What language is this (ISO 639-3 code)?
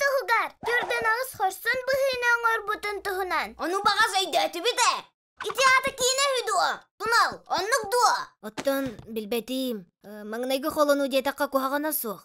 sah